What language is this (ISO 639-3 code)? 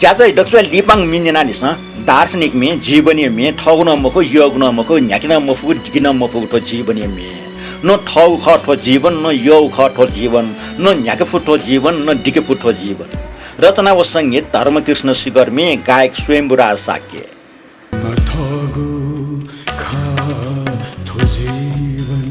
new